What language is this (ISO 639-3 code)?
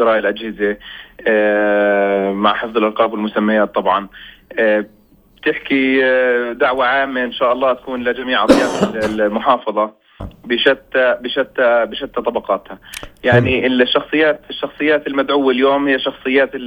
apc